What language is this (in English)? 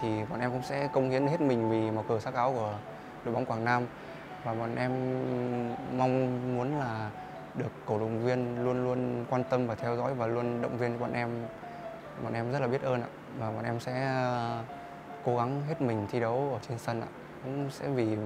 Vietnamese